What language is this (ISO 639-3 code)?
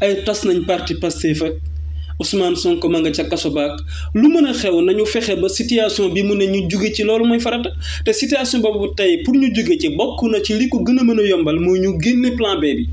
wol